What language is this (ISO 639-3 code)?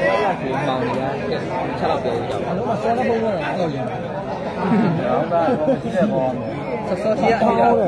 mya